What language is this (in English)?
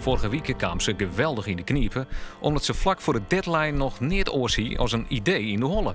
Western Frisian